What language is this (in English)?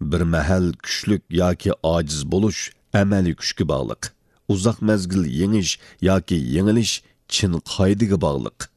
Uyghur